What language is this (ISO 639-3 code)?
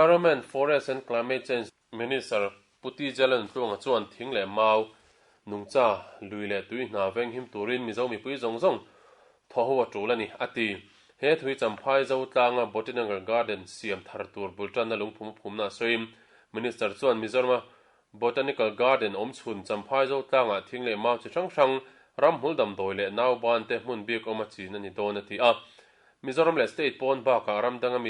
lus